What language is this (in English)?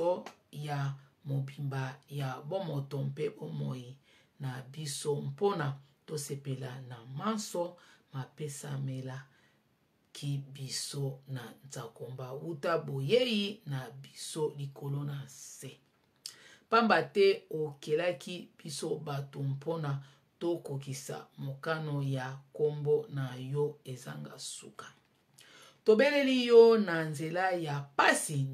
Lingala